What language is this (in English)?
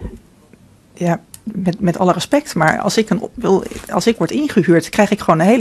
Dutch